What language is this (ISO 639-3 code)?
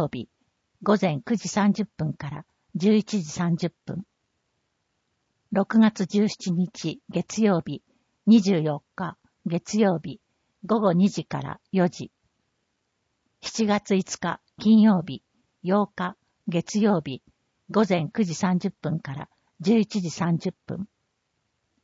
jpn